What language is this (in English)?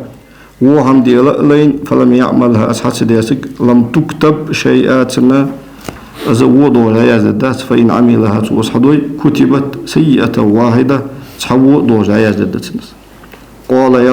Ingush